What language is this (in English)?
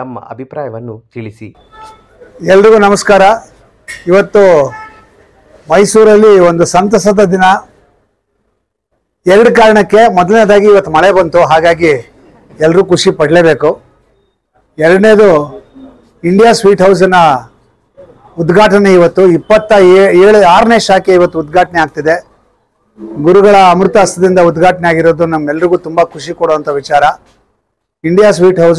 Kannada